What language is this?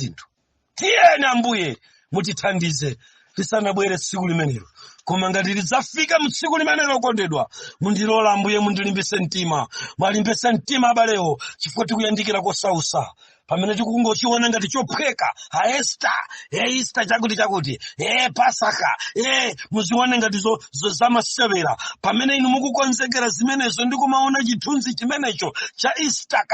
Nyanja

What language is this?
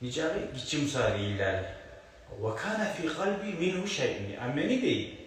Kumyk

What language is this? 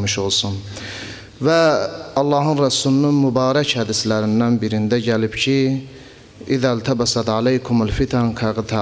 Azerbaijani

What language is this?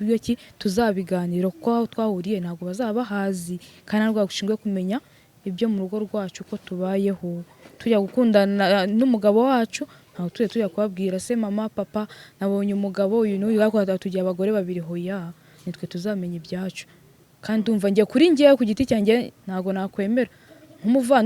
Kinyarwanda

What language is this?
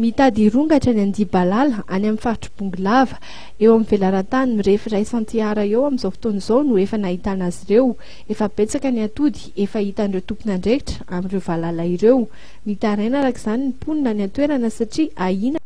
Malagasy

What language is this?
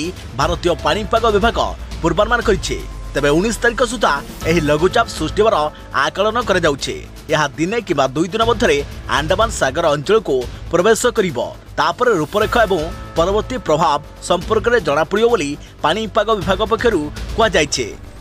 Odia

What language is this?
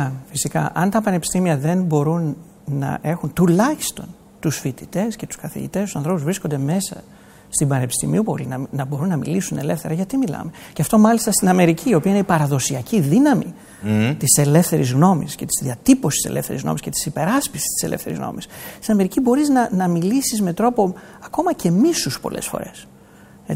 Greek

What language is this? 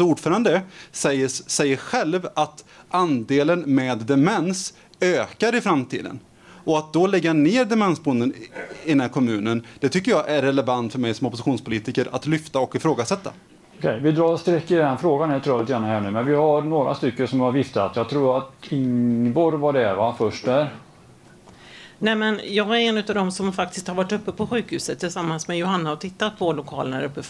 Swedish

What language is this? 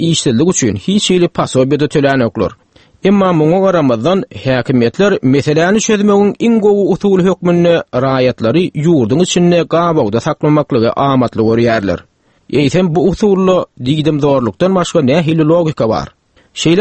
Turkmen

